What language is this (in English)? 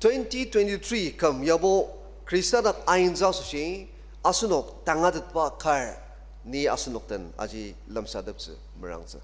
Ao Naga